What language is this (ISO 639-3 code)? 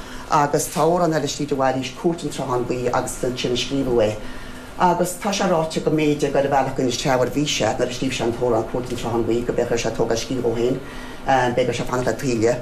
gle